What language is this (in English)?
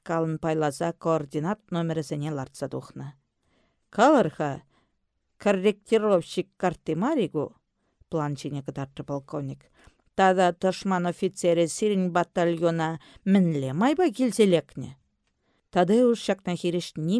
Chuvash